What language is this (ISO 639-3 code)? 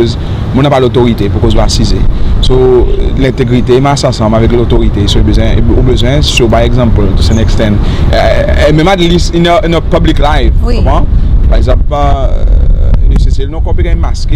crs